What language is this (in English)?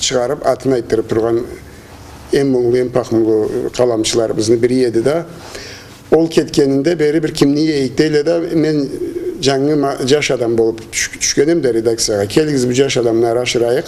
Karachay-Balkar